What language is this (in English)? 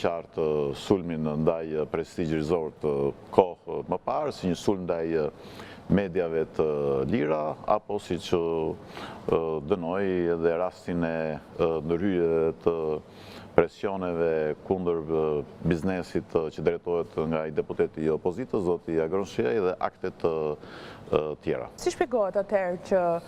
Albanian